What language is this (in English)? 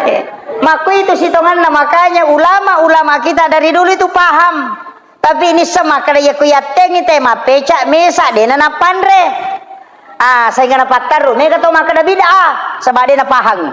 Buginese